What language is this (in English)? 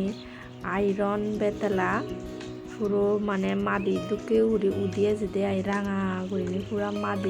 Chakma